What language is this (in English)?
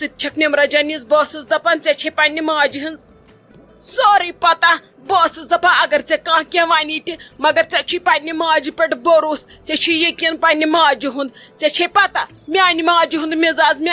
Kashmiri